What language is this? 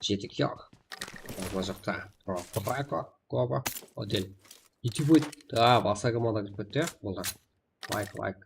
Kara-Kalpak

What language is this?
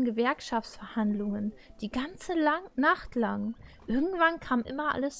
German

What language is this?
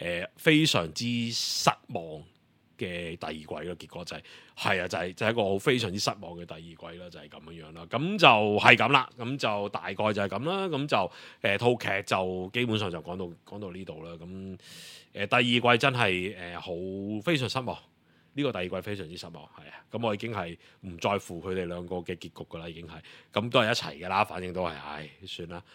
Cantonese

